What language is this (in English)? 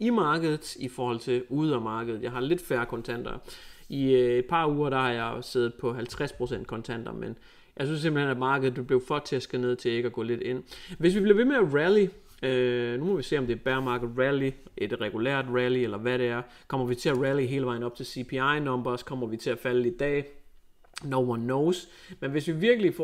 Danish